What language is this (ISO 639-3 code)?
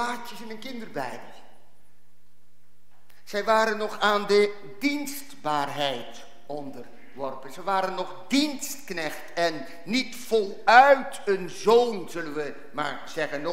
nld